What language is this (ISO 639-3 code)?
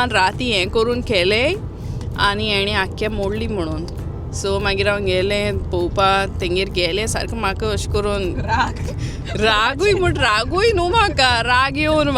kok